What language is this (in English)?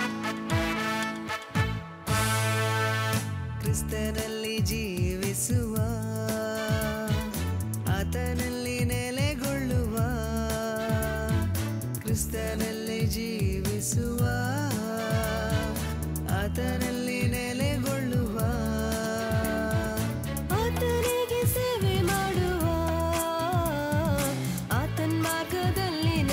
Kannada